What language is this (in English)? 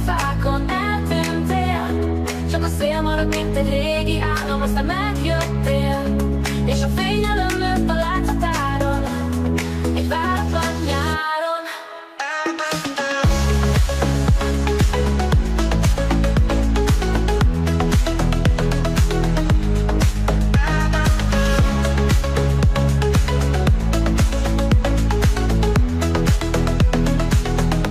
Hungarian